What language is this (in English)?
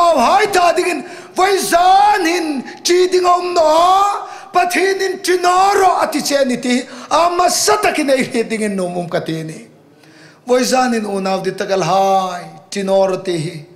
Hmar